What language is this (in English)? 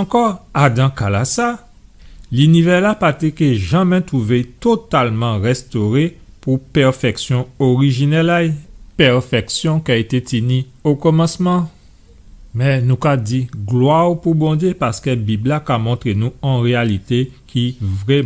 Guadeloupean Creole French